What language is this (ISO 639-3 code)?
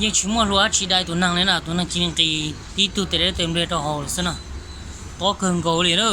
hmn